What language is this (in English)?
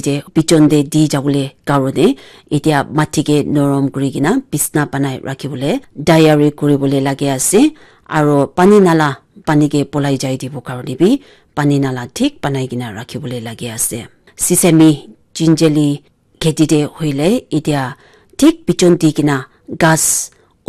Naga Pidgin